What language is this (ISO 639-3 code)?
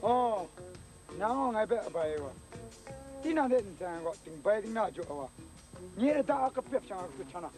kac